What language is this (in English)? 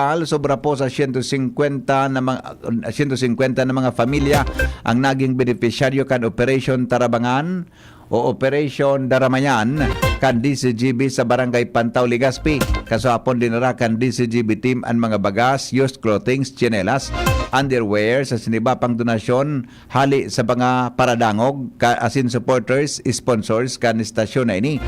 Bikol